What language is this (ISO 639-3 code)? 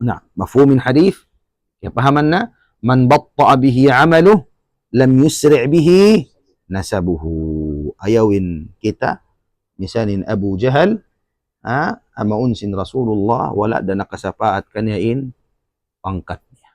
tsg